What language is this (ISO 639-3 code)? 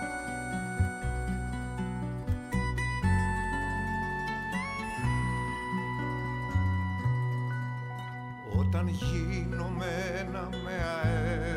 ell